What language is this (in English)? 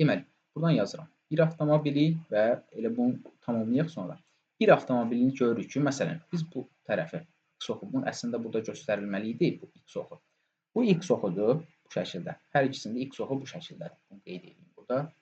Azerbaijani